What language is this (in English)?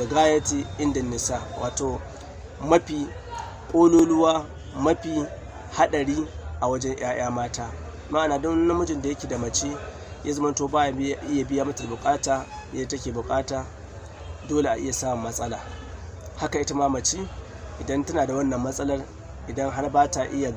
Hausa